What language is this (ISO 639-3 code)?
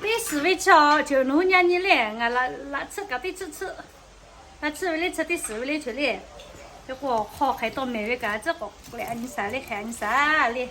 lhu